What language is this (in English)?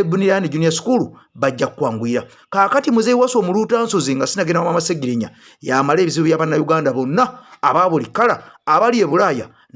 Ganda